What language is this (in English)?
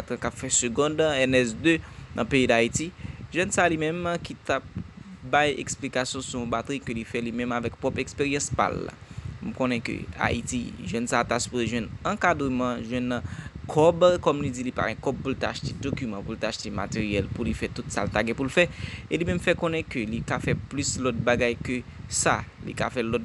Haitian Creole